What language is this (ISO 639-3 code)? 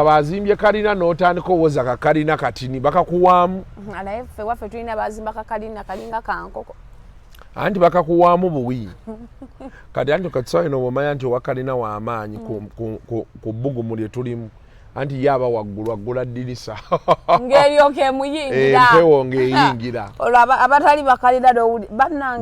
lug